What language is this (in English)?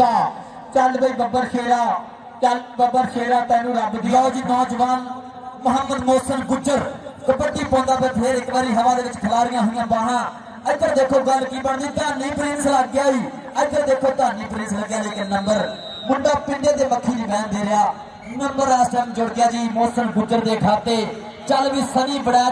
Punjabi